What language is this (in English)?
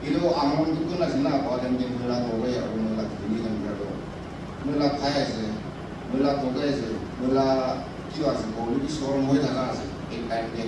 Naga Pidgin